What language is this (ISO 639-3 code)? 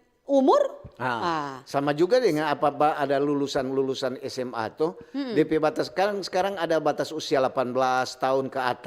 xmm